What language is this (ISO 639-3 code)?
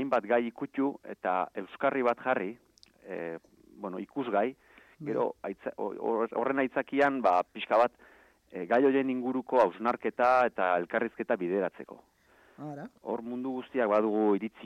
eus